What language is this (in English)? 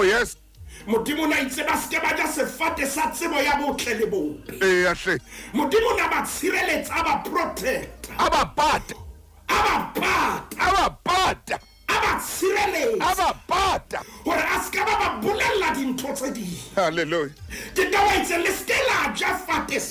Southern Sotho